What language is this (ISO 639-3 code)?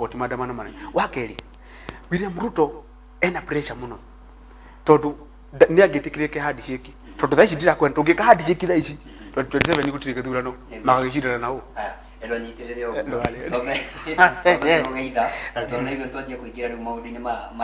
kik